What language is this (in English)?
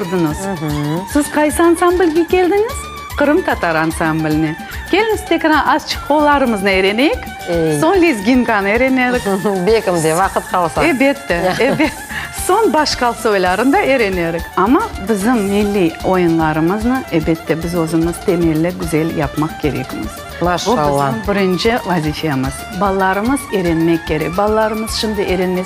Crimean Tatar